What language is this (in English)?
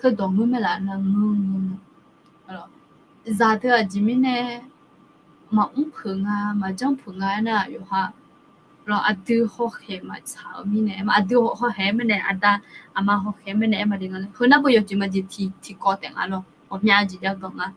Akha